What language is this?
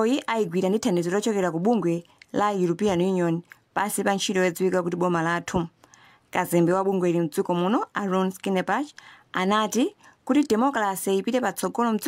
Nyanja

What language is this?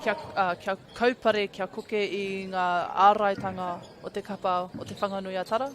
Māori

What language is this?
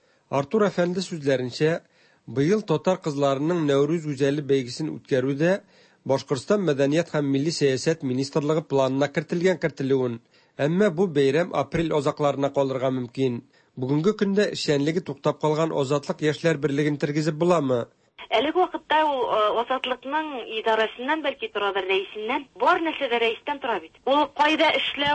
Tatar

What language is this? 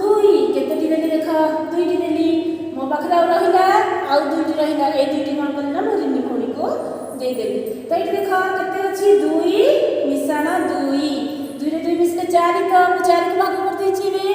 Odia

